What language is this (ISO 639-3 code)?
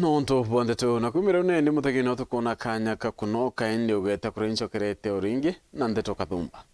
mer